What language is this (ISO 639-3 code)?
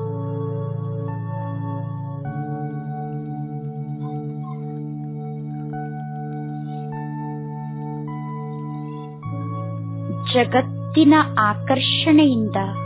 kan